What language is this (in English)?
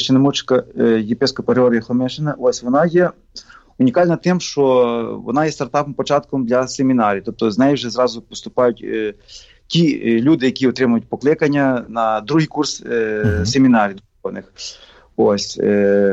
Ukrainian